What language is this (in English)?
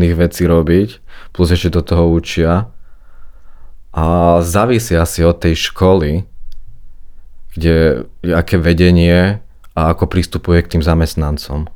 Slovak